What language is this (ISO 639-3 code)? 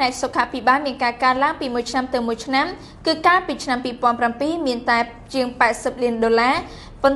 khm